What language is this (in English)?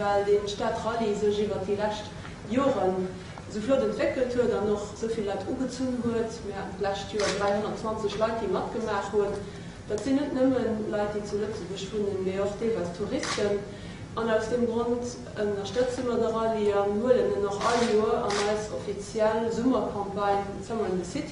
Luxembourgish